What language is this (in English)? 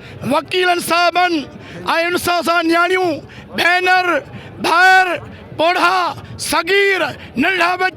Sindhi